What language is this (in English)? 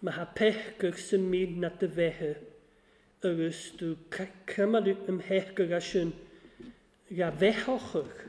Welsh